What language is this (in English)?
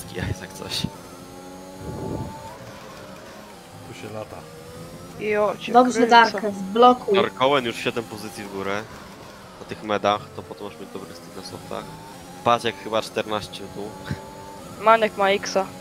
Polish